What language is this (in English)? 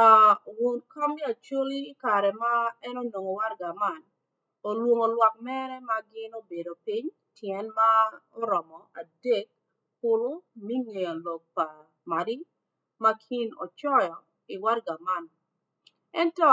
Acoli